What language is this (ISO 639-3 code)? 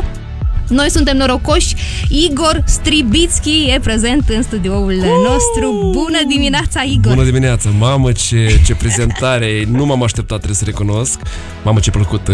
ron